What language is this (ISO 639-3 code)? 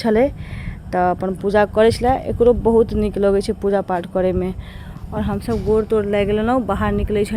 mai